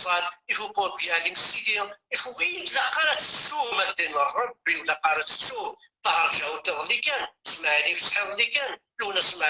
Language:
Kabyle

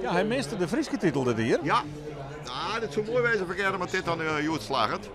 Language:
Western Frisian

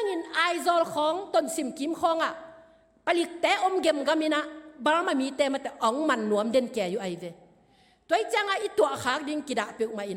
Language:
Tedim Chin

